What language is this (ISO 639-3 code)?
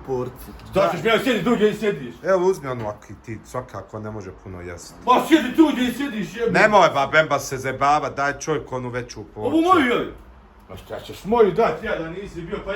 bos